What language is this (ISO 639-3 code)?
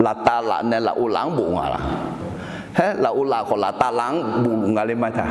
ahk